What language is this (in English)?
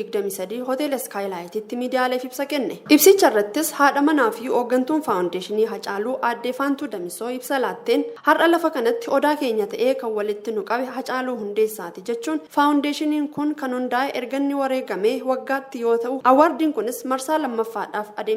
Oromo